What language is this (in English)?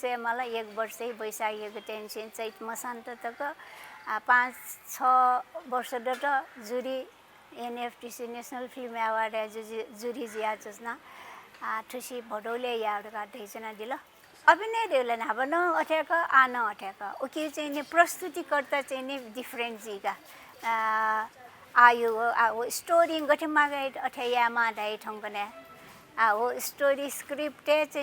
Newari